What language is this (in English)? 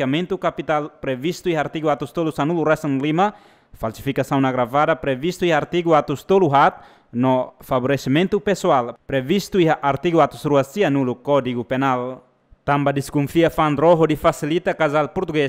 Tetum